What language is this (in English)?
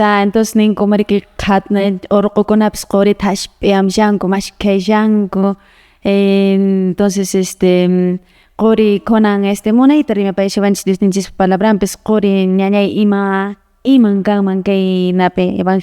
Quechua